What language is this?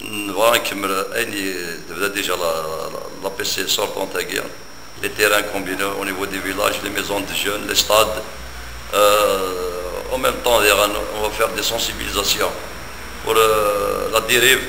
Kabyle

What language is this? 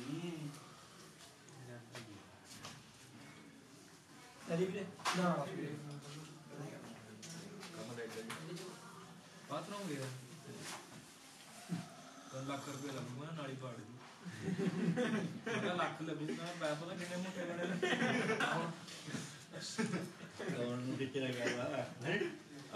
Punjabi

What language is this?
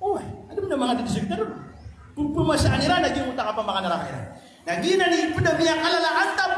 Maranao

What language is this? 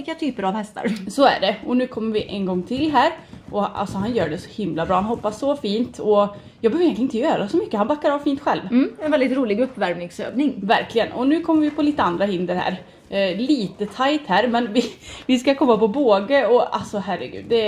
Swedish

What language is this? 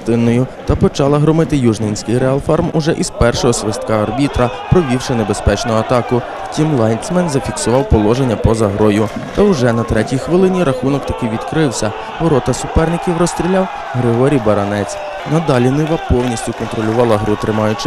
Ukrainian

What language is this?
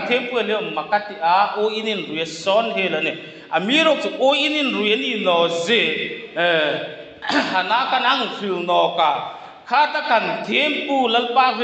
Hmar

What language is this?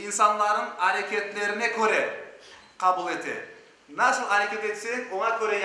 Crimean Tatar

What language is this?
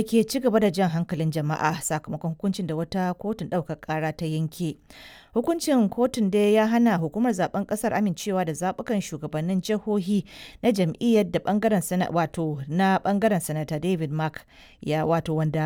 Hausa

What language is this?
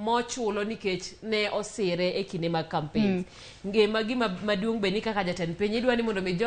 Luo (Kenya and Tanzania)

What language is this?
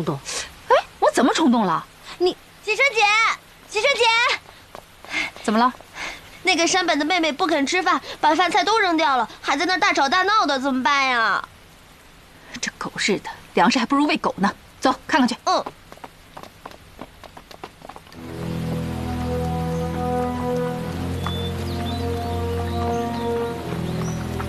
Chinese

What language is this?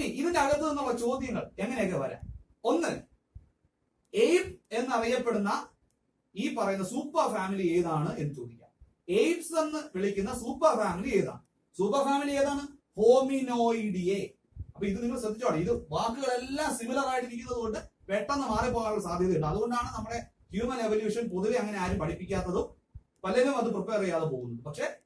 Malayalam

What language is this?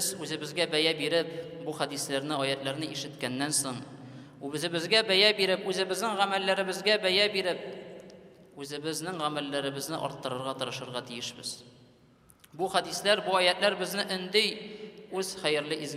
Tatar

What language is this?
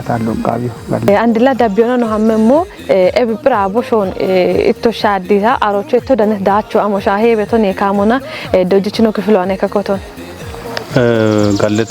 Kafa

